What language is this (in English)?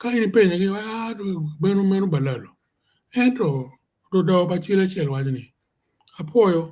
Acoli